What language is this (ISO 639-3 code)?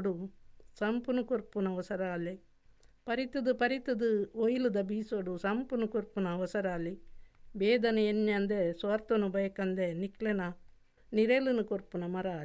tcy